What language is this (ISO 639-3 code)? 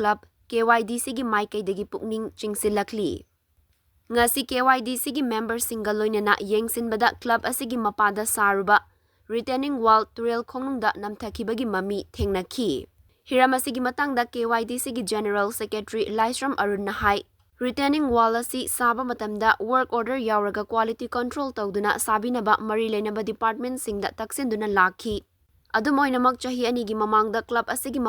mni